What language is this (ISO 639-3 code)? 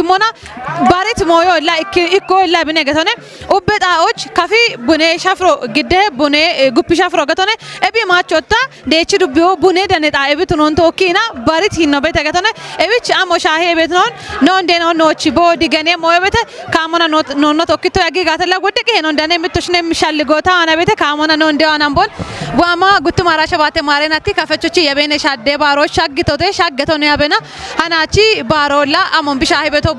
kbr